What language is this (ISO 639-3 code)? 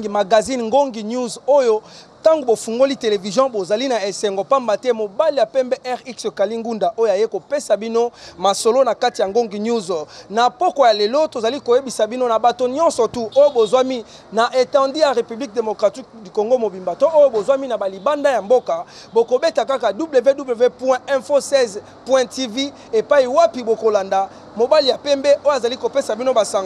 lin